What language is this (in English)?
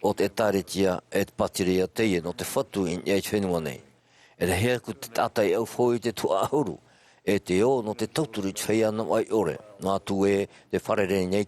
Tahitian